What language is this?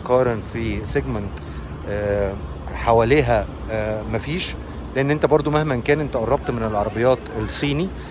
Egyptian Arabic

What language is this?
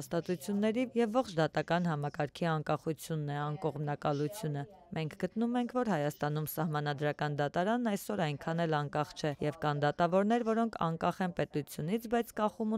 Armenian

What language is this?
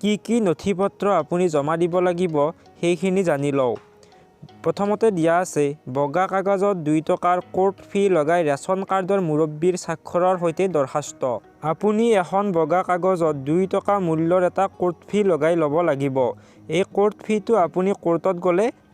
Assamese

